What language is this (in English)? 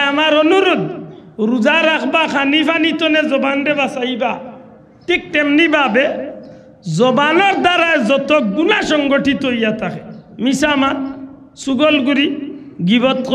Sylheti